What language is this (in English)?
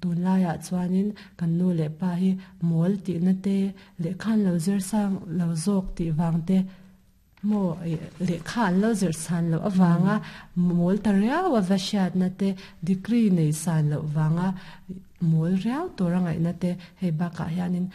Mizo